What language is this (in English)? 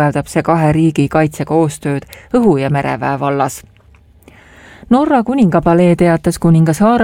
Estonian